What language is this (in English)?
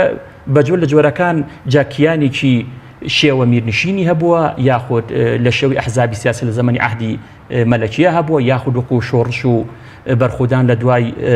Central Kurdish